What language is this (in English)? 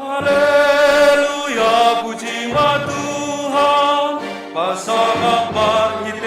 Batak Simalungun